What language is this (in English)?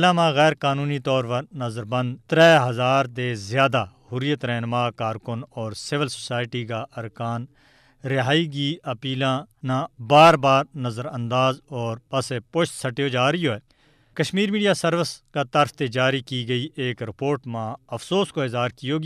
Gujari